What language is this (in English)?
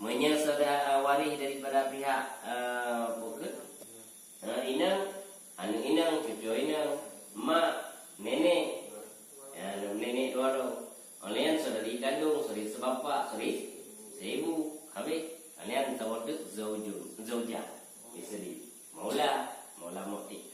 Achinese